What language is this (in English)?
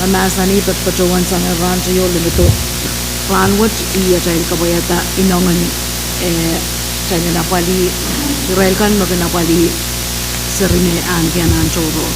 Pohnpeian